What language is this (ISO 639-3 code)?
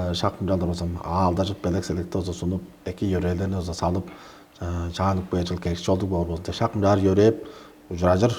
tyv